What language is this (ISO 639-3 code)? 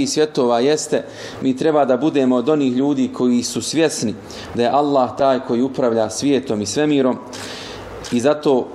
bos